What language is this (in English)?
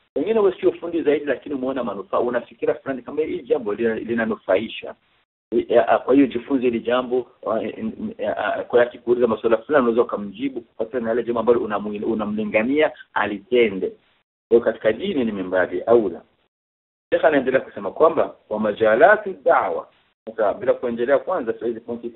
Swahili